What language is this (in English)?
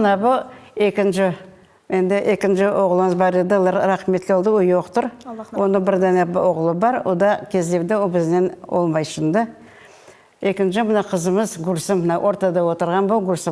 Crimean Tatar